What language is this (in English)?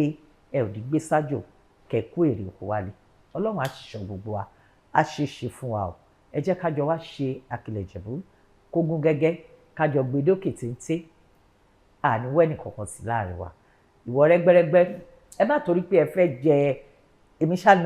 Yoruba